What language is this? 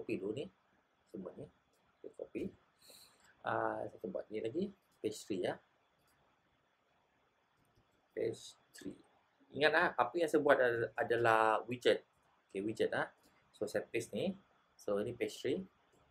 Malay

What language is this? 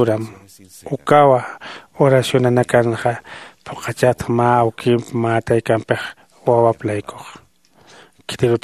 Aymara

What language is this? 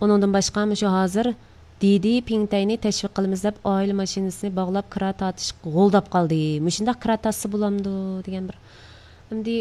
Uyghur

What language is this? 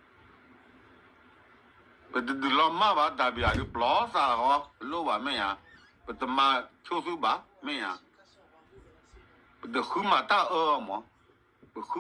S'gaw Karen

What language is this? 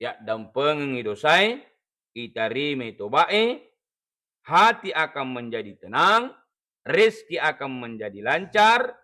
Buginese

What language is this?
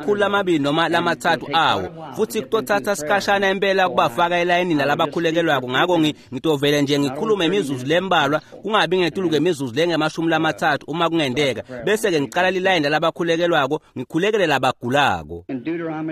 Swati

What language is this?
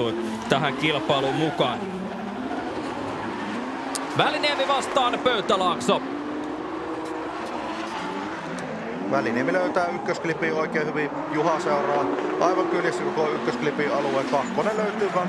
Finnish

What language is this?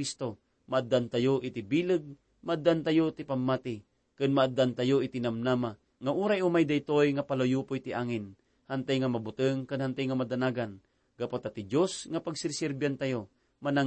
Iloko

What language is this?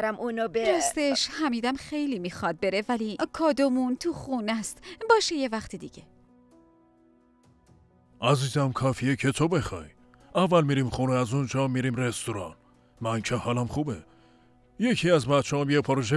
Persian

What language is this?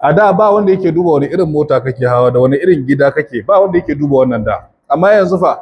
Hausa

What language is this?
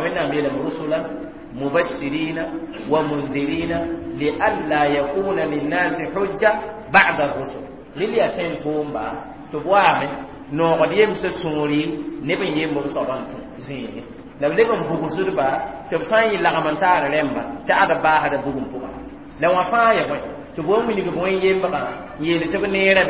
Mossi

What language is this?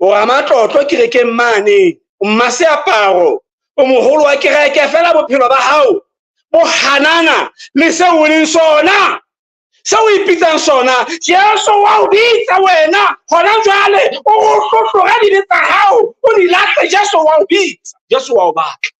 Southern Sotho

